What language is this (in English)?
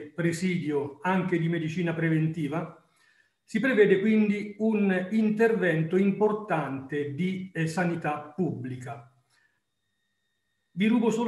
Italian